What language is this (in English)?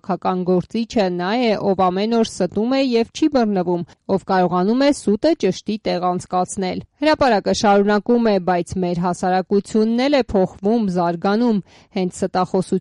Armenian